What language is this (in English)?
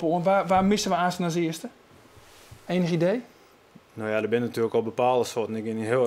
Western Frisian